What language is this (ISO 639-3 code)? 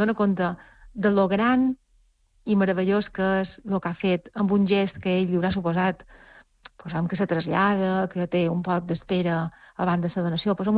cat